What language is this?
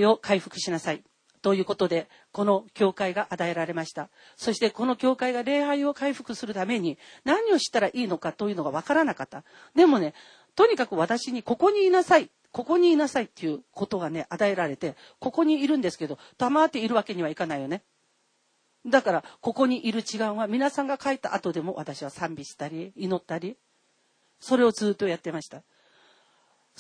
Japanese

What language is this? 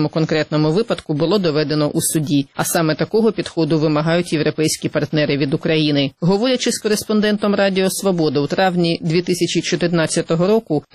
Ukrainian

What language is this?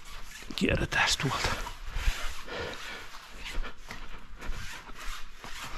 Finnish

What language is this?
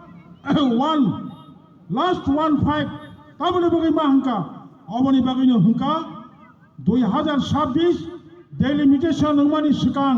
Kok Borok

